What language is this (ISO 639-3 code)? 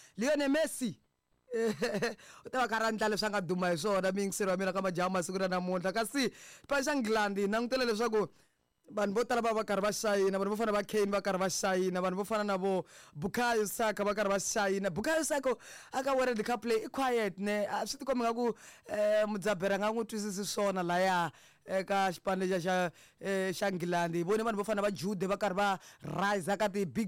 tso